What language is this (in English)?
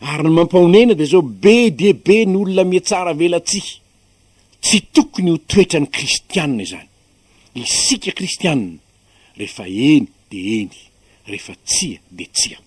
Malagasy